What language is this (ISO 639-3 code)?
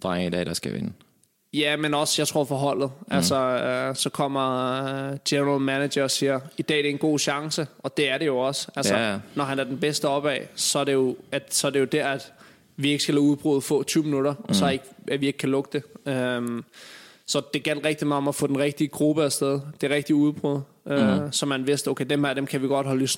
dan